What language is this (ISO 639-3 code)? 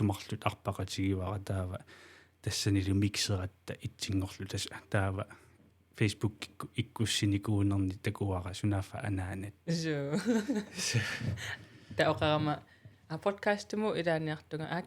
kal